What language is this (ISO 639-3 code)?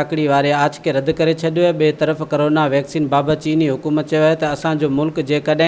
snd